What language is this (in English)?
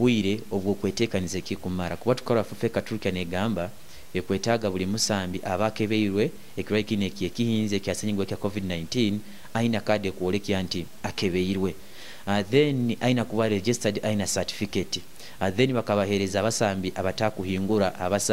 Nyoro